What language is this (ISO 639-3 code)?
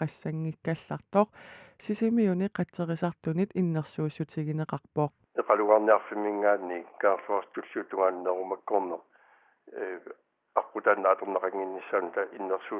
kal